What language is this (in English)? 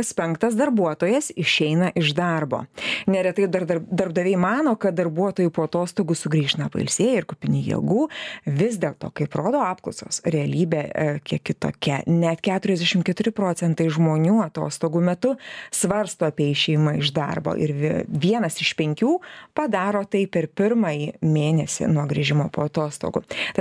Lithuanian